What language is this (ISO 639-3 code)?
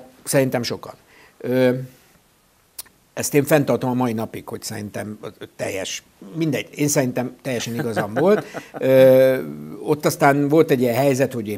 hun